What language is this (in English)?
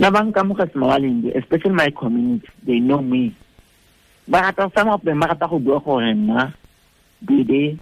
Tswana